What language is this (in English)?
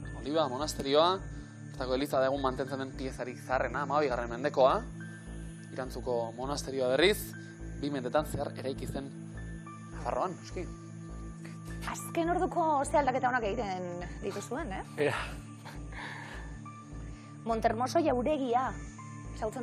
Basque